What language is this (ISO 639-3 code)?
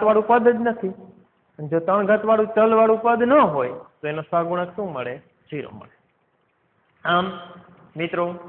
guj